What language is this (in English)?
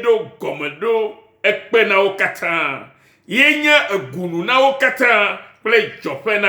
Ewe